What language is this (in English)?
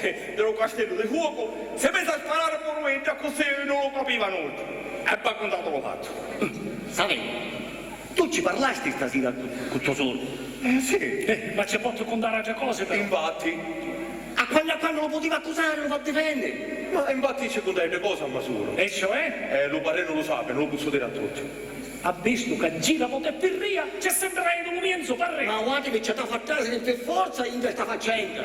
Sicilian